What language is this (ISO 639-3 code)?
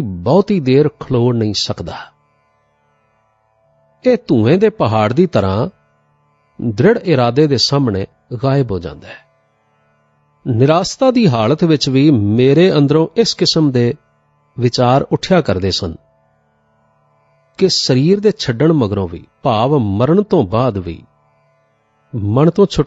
pan